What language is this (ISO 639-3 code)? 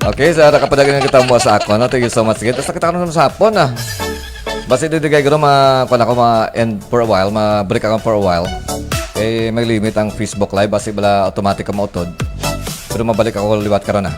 hil